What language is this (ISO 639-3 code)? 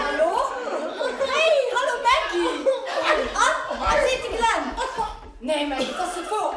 ltz